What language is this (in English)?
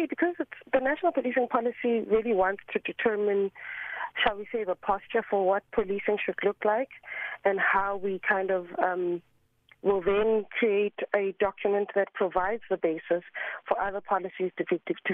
English